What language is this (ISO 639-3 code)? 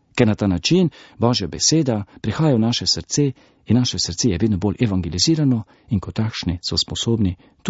slv